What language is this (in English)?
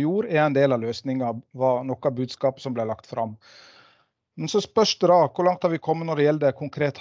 Norwegian